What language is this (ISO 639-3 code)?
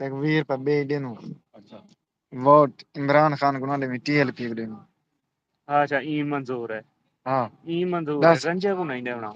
skr